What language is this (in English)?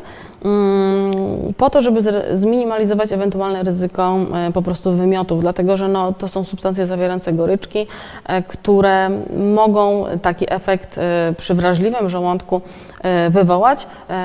Polish